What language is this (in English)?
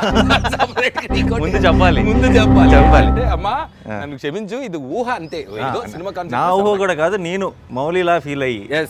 Telugu